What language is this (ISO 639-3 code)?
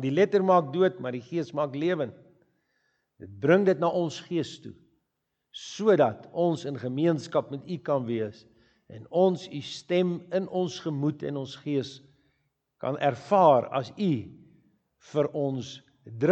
afr